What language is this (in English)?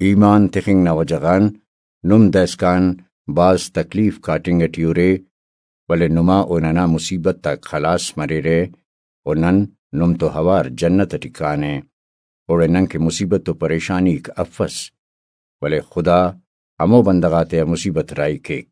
Brahui